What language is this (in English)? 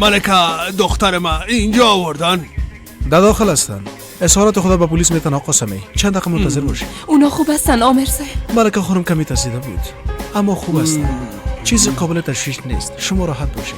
Persian